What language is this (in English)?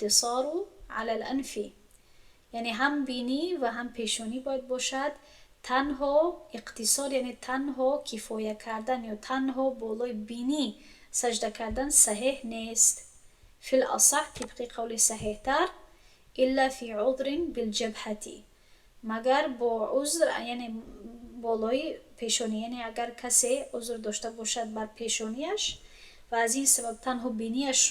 Tajik